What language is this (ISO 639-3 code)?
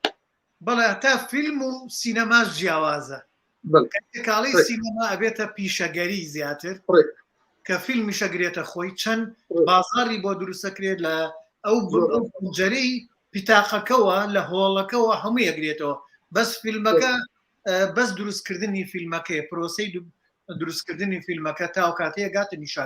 ckb